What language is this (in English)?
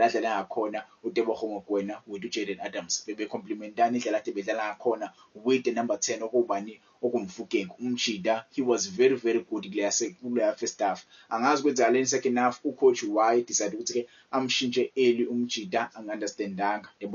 Zulu